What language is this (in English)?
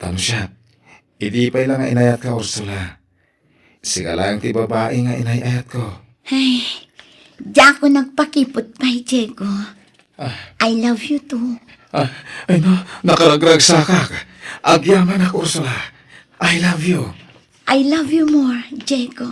Iloko